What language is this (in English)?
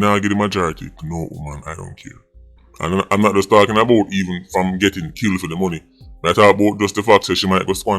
Jamaican Creole English